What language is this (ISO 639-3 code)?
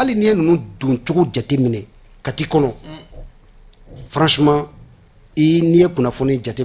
bam